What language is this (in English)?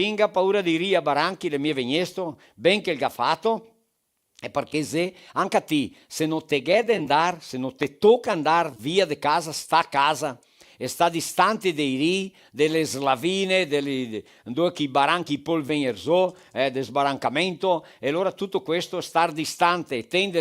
Venetian